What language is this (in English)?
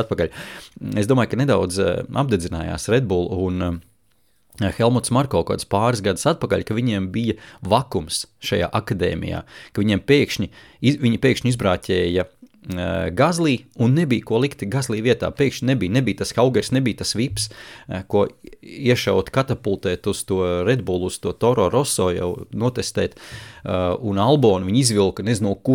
Latvian